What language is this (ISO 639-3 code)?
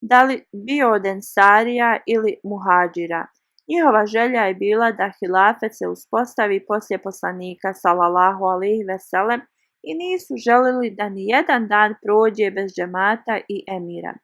bos